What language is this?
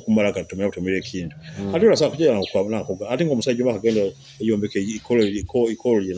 Nyoro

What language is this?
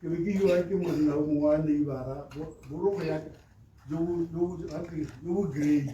Tswana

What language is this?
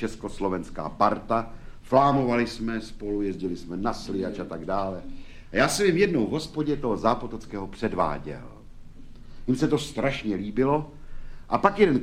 Czech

